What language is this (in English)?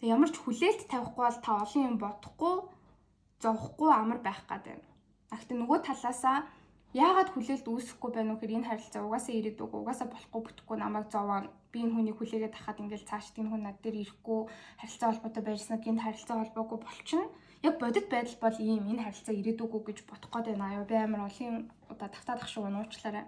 Mongolian